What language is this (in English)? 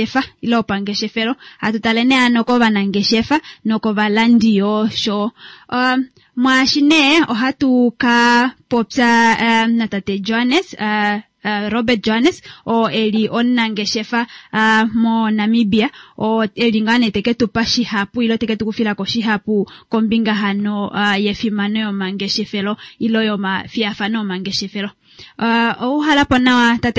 Kuanyama